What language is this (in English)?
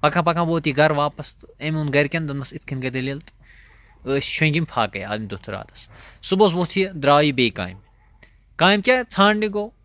Kashmiri